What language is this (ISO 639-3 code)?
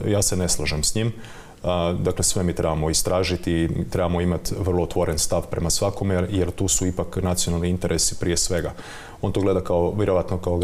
hrv